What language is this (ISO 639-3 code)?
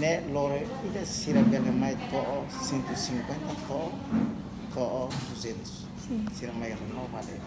tet